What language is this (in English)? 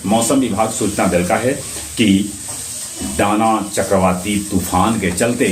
Magahi